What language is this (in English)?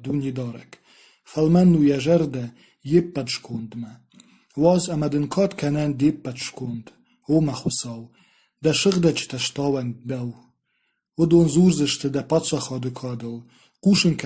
Ossetic